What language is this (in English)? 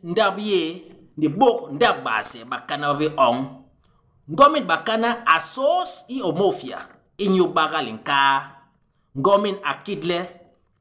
Basaa